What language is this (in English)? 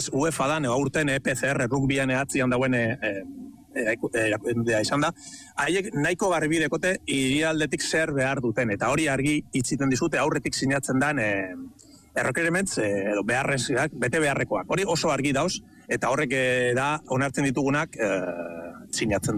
Basque